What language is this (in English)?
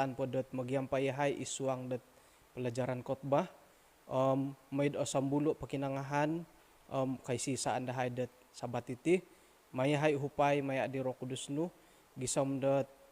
Central Dusun